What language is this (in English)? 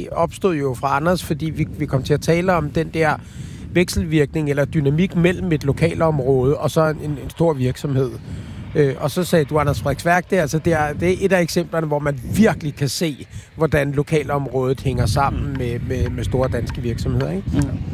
Danish